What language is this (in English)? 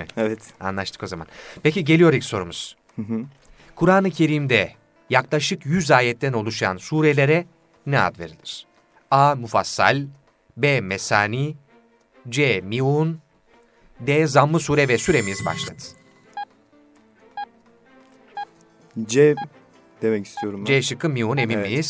Turkish